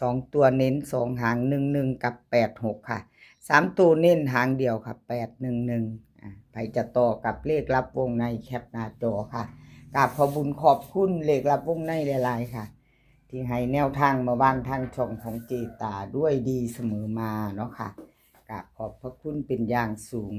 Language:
Northeastern Thai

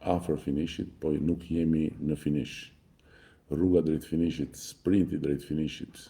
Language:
Albanian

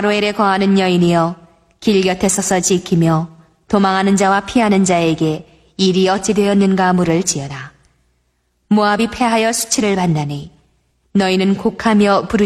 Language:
Korean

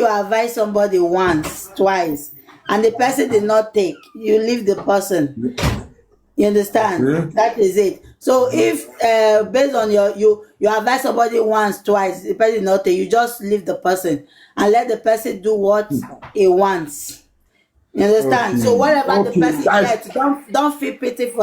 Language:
Nigerian Pidgin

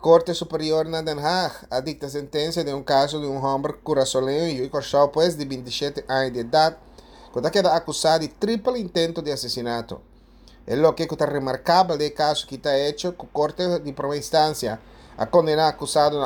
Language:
Papiamento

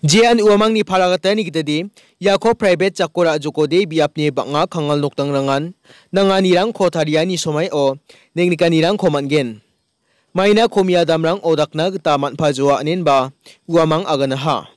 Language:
Garo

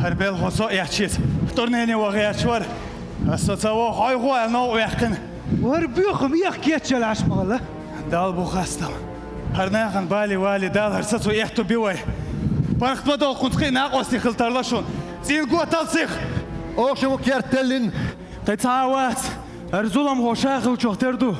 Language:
Chechen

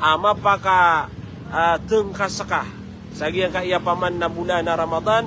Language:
Maranao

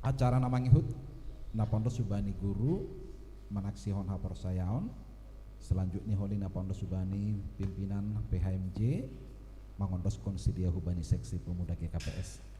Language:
Batak Simalungun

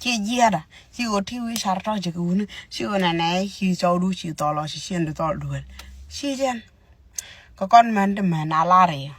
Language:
Nuer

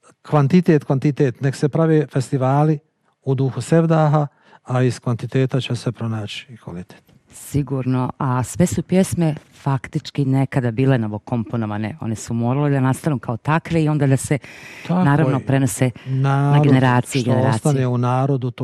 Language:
Bosnian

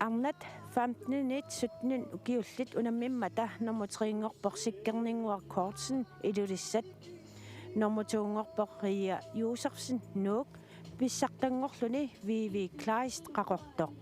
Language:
Kalaallisut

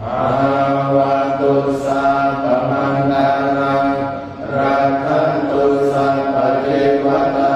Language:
Pali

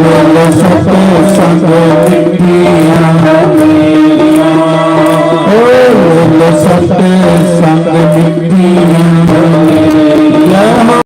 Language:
Dogri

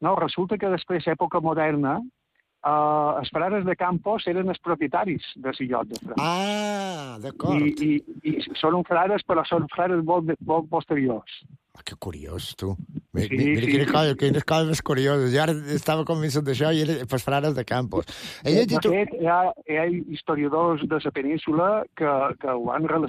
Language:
Catalan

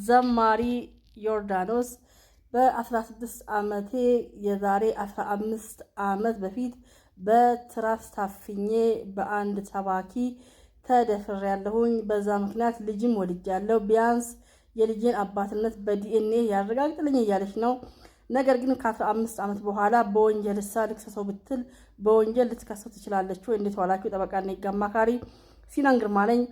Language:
Amharic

